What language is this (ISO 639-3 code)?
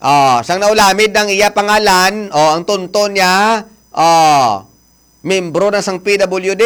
hil